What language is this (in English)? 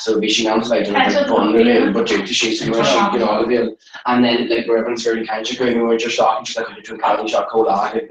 Irish